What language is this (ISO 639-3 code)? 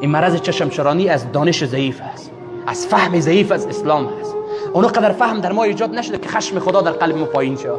fas